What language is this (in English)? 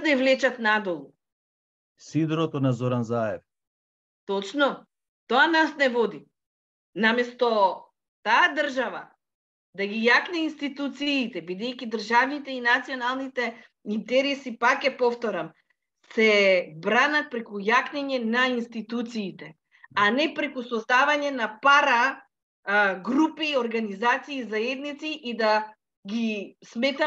Macedonian